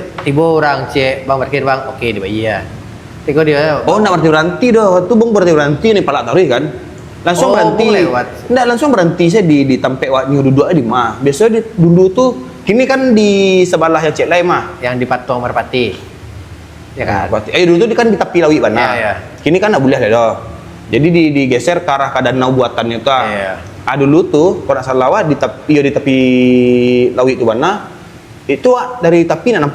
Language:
Minangkabau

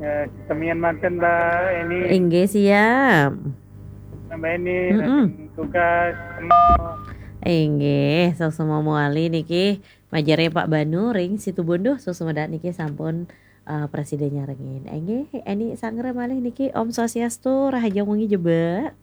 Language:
Balinese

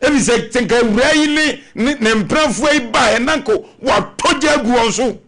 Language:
Akan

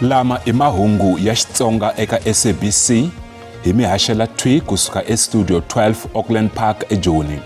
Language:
Tsonga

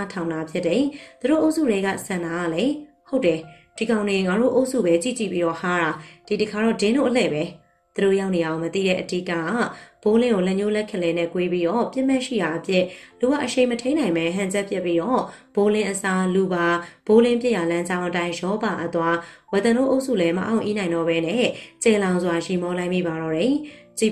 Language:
Burmese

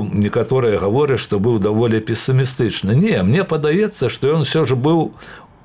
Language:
Belarusian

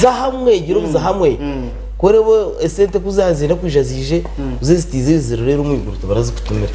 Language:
Nyankole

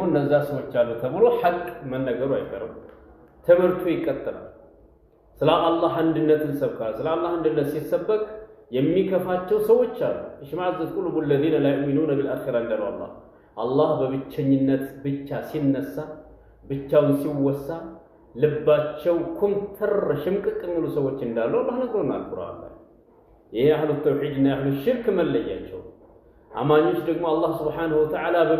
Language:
Amharic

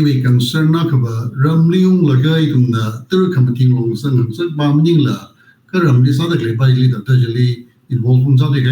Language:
Tangkhul Naga (India)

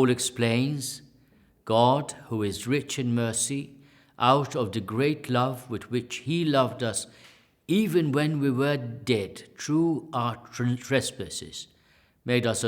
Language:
English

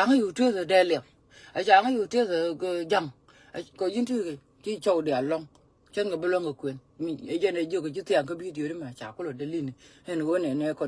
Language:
Nuer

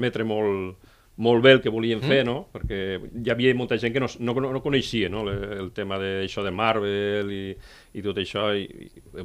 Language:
Catalan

